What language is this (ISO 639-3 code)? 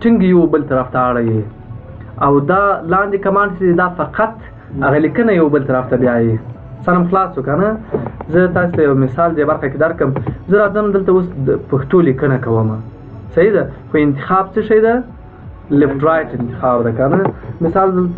pus